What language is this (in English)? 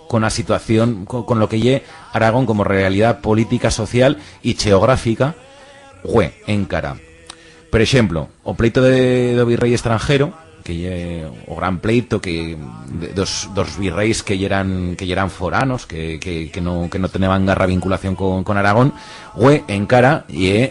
Aragonese